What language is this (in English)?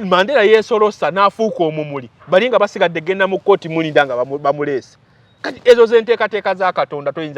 Ganda